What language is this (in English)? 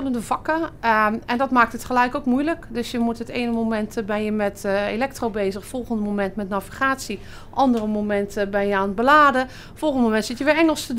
Dutch